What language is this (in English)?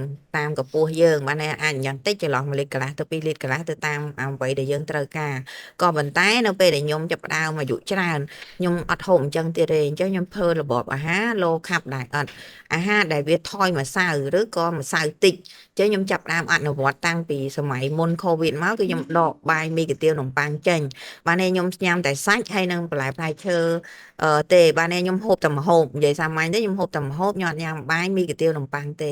Khmer